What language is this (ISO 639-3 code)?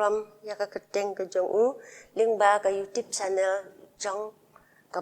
kha